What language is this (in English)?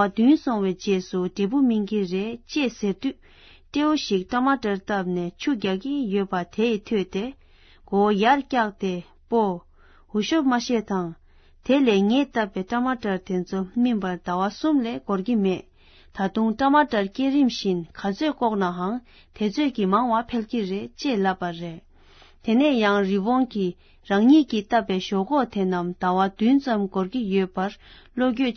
Tibetan